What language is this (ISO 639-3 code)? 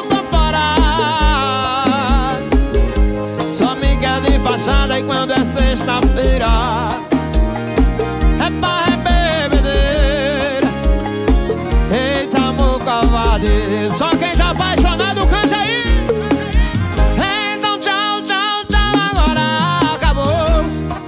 por